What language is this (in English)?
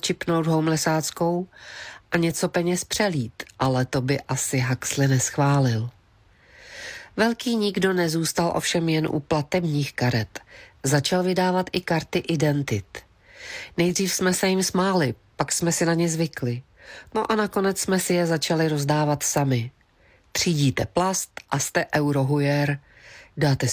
Czech